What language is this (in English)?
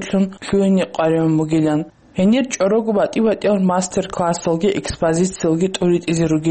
Avaric